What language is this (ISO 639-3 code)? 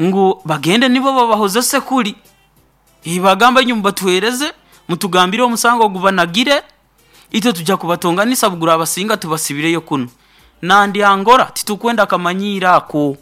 nyo